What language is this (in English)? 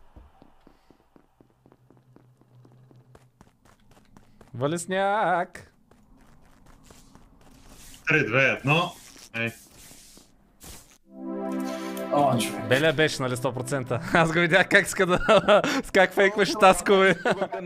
Bulgarian